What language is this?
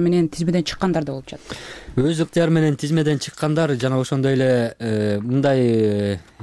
Kyrgyz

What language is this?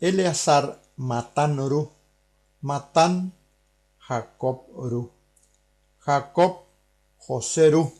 Guarani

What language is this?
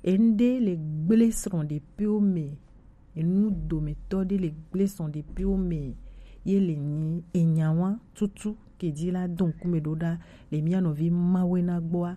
Gen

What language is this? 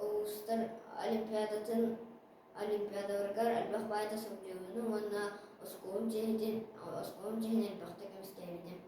Yakut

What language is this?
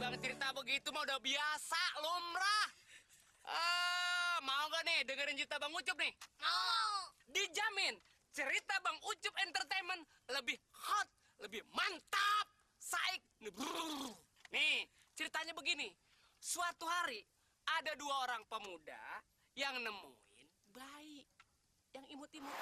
Betawi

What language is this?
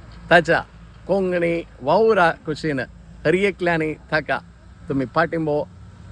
Konkani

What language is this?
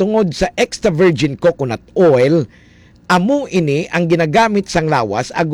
Hiligaynon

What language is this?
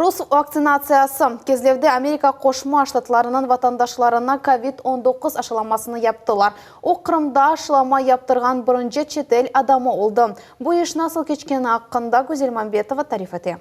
Crimean Tatar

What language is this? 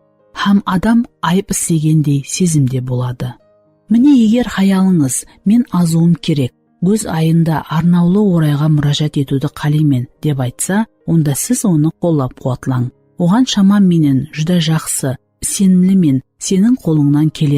Kara-Kalpak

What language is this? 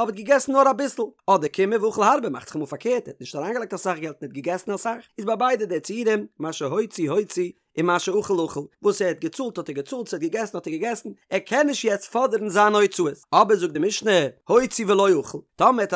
Yiddish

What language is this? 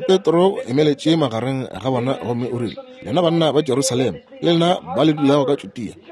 Northern Sotho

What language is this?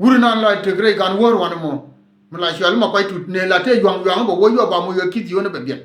Nuer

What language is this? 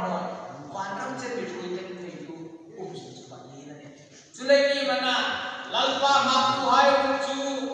Hmar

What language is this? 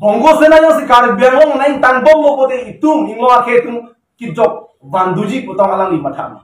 Karbi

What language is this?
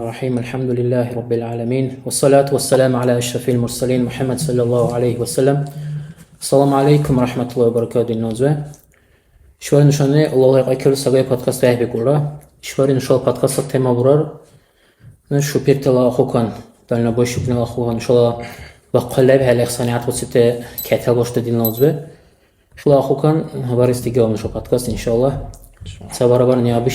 Dargwa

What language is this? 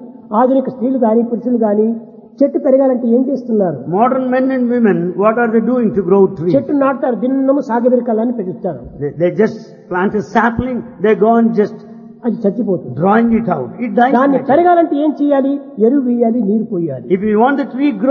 Telugu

